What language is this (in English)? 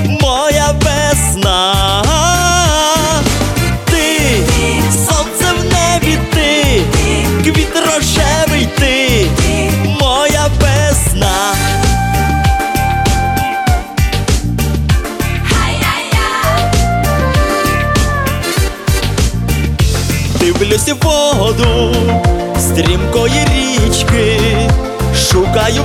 Ukrainian